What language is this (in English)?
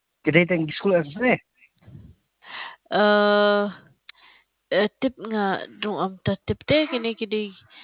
Khasi